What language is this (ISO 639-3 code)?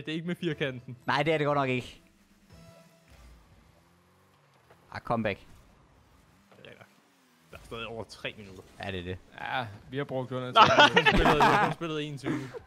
dan